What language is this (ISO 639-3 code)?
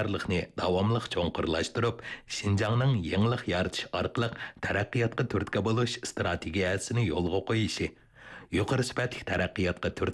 uig